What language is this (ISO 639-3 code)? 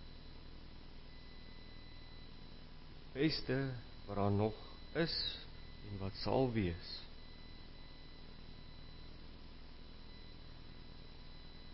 afr